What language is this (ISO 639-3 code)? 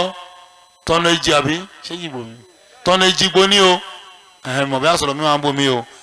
yor